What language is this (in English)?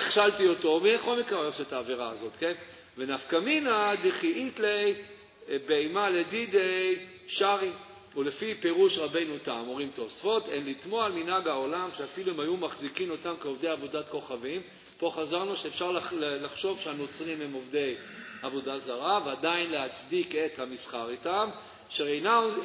Hebrew